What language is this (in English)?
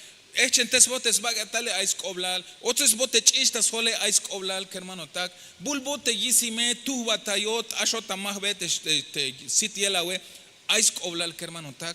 Tzeltal